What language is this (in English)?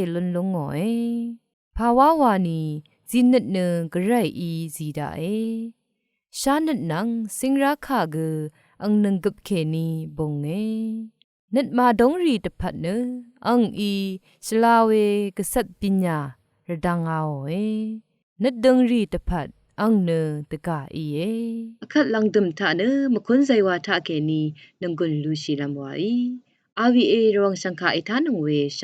Rawang